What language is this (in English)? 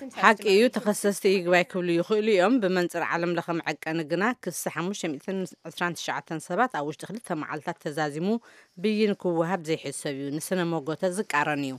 Tigrinya